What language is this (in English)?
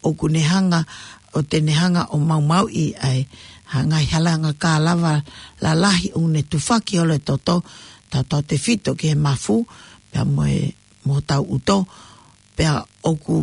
Tongan